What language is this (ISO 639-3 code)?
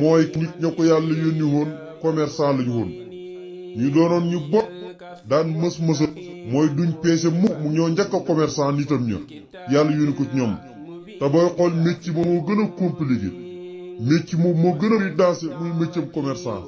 wol